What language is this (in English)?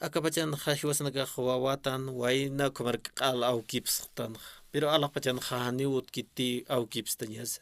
Aymara